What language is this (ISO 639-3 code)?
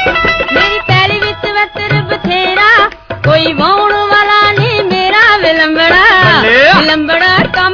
pan